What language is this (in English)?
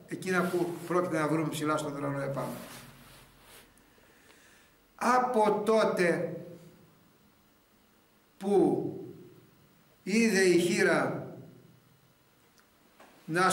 Greek